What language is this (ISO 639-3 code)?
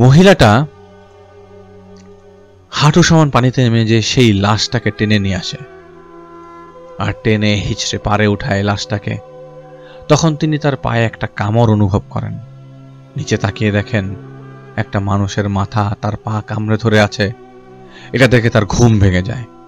ben